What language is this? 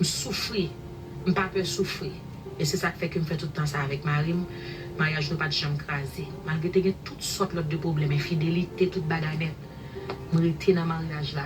Haitian Creole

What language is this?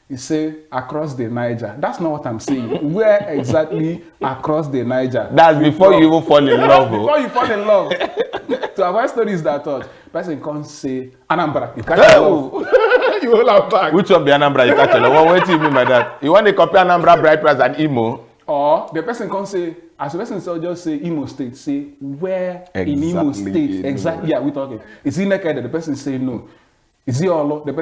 Nigerian Pidgin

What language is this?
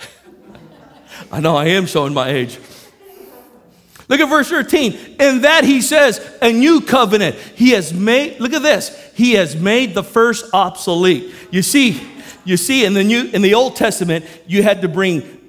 English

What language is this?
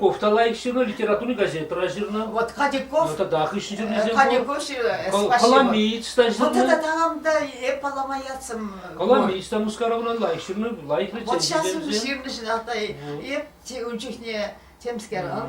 Chuvash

